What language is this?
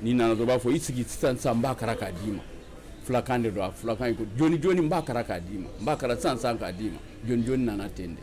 Bambara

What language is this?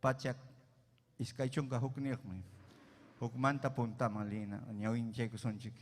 Ayacucho Quechua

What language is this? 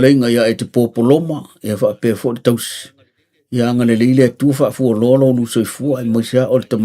Samoan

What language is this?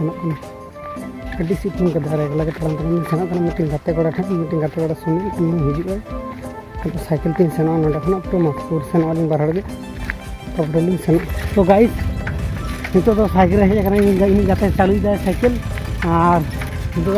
Santali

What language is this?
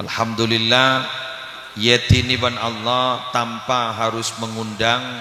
Madurese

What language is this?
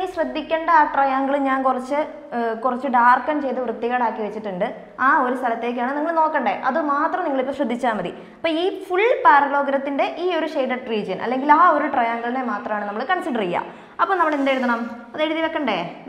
Malayalam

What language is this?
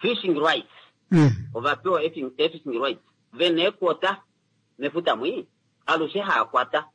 Kuanyama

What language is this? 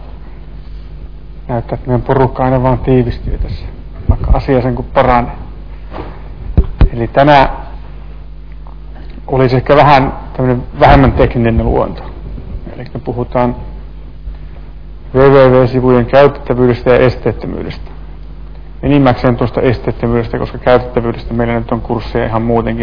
Finnish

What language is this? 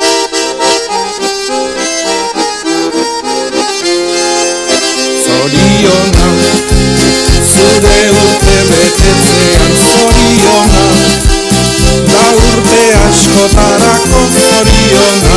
Basque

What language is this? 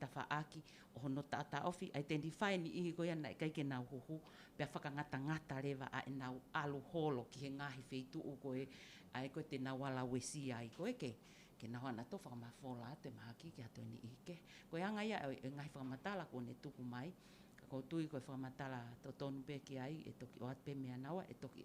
Tongan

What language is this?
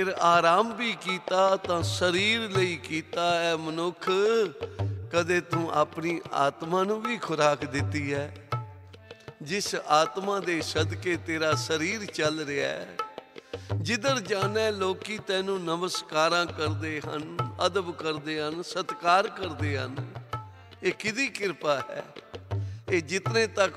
Punjabi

